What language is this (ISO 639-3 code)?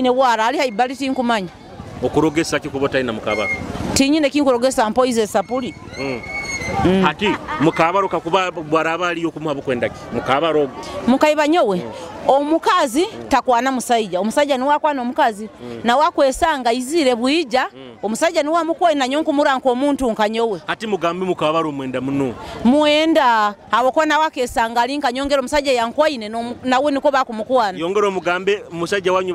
nyo